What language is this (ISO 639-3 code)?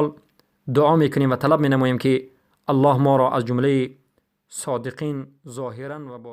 fas